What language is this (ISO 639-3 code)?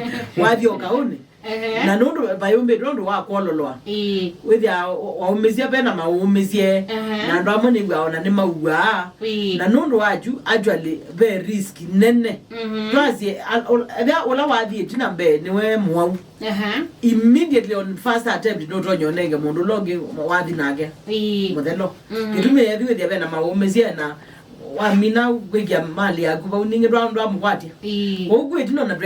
kam